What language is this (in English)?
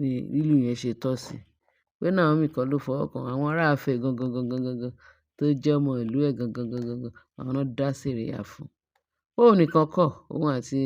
Yoruba